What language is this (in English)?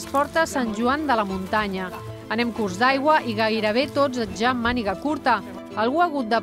Catalan